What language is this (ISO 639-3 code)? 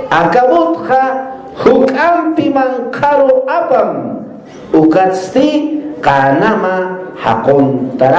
aym